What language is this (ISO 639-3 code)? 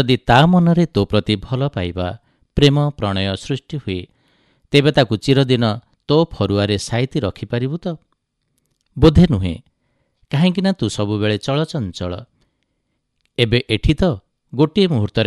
ori